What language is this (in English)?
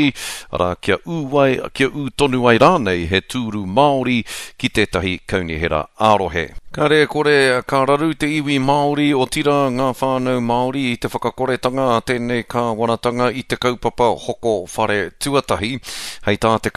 Māori